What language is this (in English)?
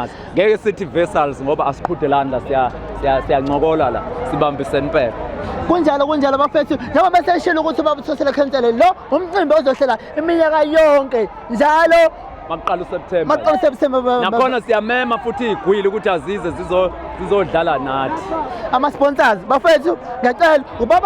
Zulu